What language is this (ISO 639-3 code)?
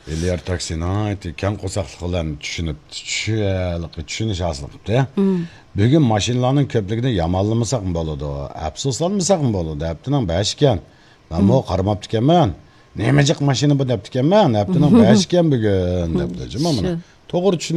uig